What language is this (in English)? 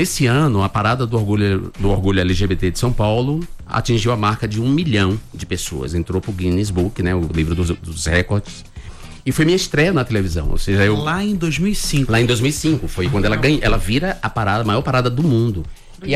Portuguese